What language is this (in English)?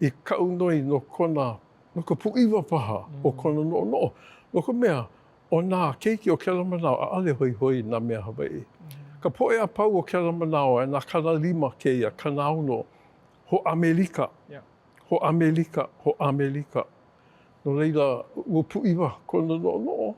Hawaiian